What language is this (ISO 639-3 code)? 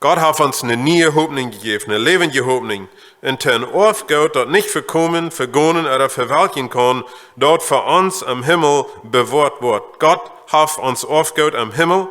pdt